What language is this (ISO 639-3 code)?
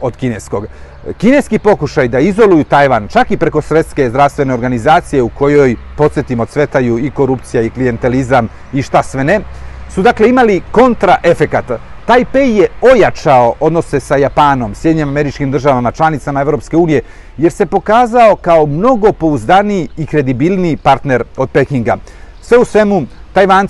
srp